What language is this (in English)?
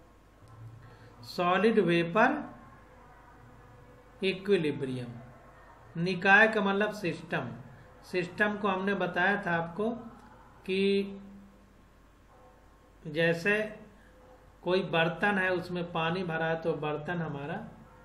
Hindi